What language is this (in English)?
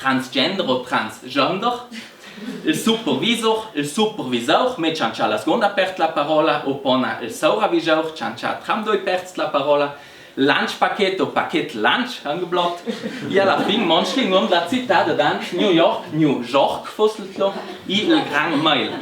Ladin